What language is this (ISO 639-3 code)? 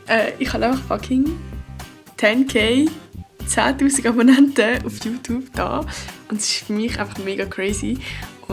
gsw